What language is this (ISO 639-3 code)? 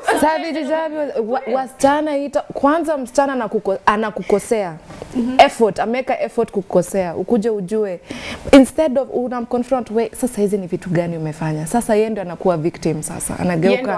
swa